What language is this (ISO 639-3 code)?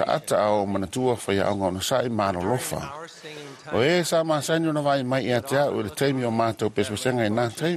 smo